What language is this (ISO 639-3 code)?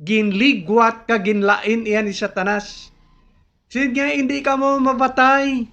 hil